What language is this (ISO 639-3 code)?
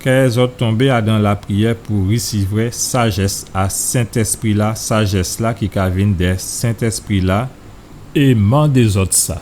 gcf